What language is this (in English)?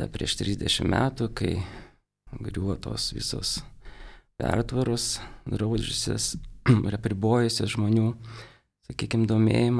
Lithuanian